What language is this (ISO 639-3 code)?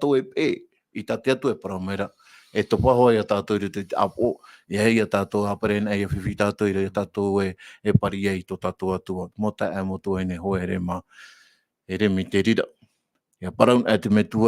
tah